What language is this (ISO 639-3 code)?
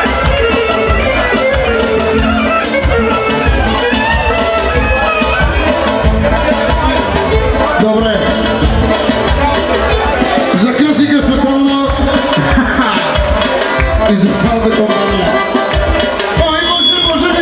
bul